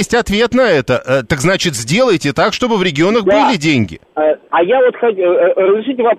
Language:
Russian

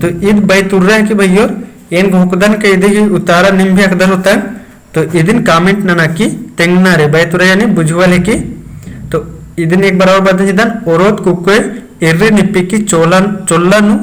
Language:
Kurukh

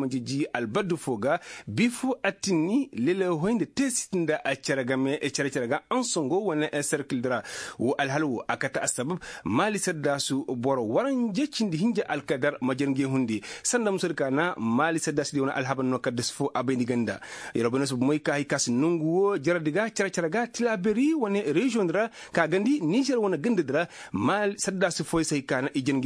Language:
Koyraboro Senni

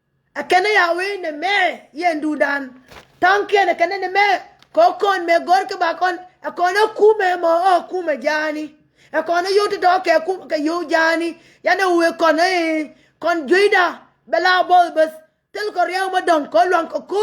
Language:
Nuer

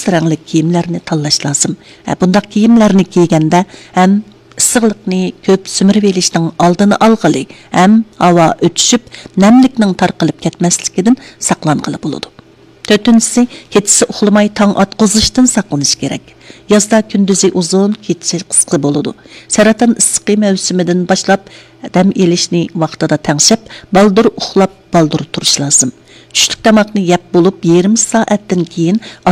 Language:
Uyghur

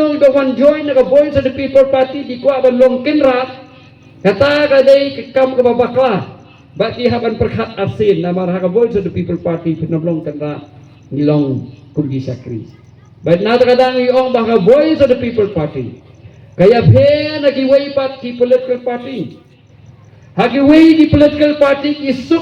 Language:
Khasi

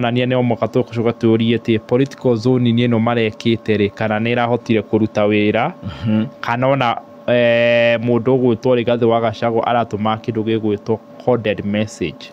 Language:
Kikuyu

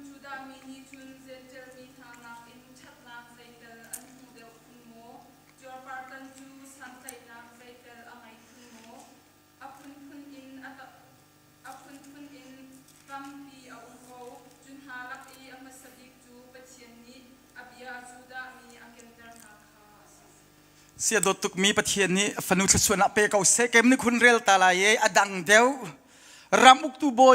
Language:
Hakha Chin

